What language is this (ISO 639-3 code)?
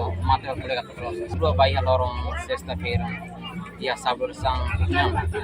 tet